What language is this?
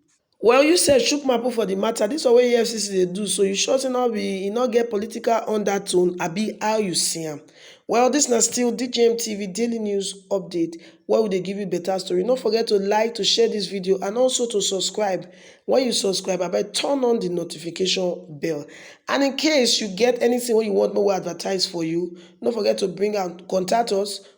Nigerian Pidgin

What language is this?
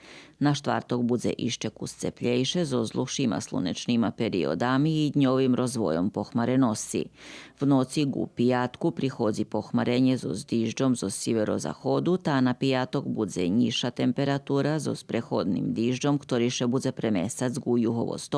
Rusyn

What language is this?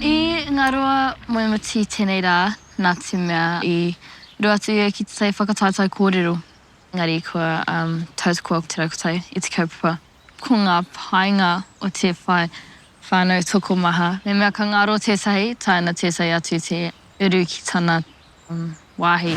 Māori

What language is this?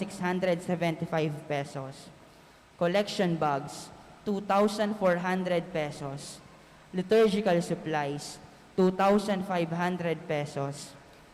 Pampanga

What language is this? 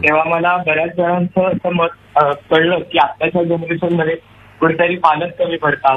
Marathi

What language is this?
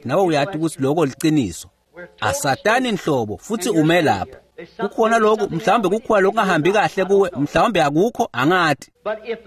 Swati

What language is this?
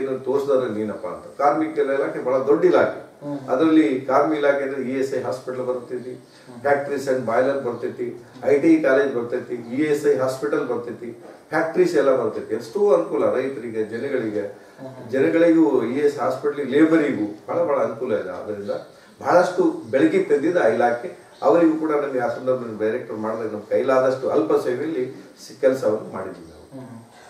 Kannada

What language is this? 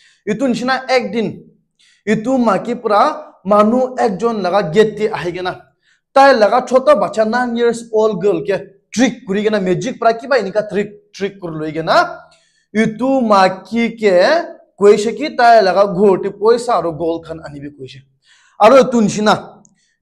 Naga Pidgin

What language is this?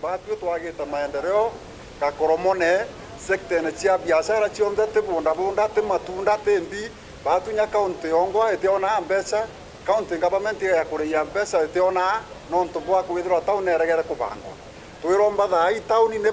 Meru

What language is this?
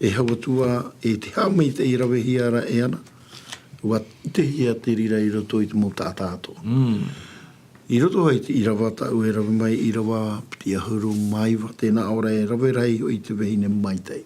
Tahitian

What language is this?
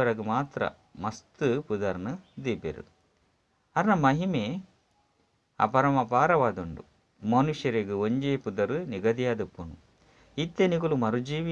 Tulu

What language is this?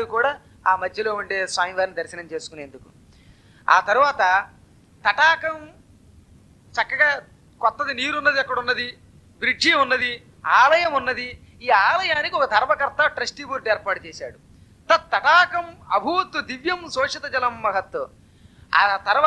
Telugu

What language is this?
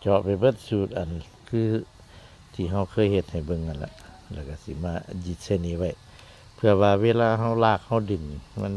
Northeastern Thai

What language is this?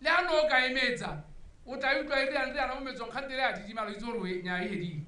Tswana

